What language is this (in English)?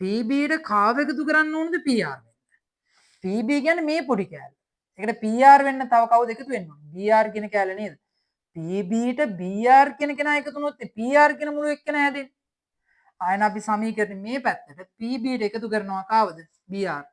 Sinhala